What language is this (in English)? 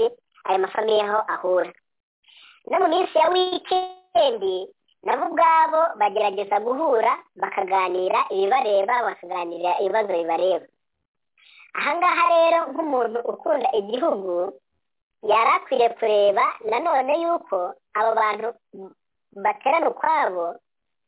Kinyarwanda